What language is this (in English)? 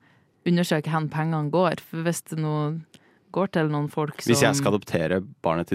Norwegian